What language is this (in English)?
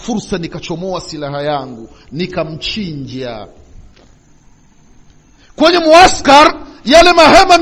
Swahili